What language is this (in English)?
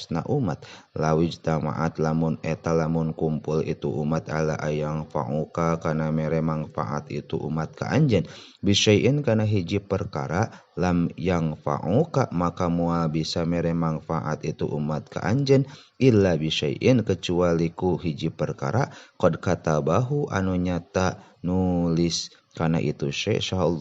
Sundanese